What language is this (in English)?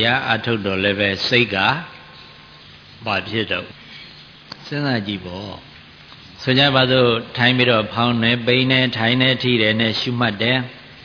Burmese